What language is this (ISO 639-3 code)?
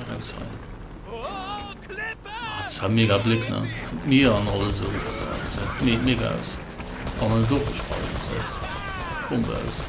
ltz